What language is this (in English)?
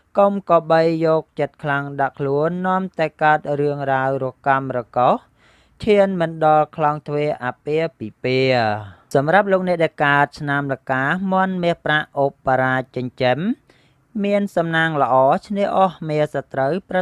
Khmer